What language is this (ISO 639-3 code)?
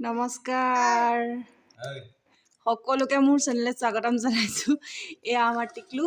asm